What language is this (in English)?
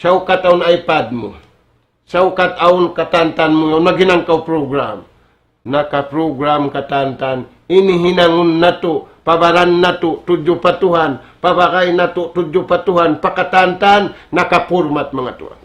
Tausug